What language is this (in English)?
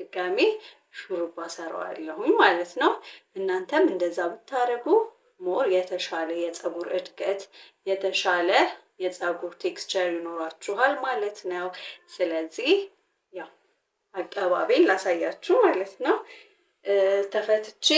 Amharic